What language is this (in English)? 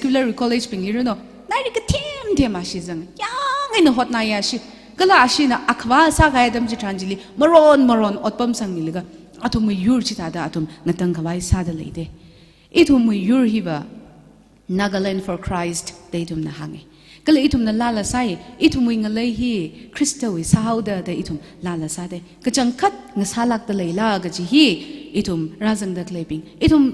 Tangkhul Naga (India)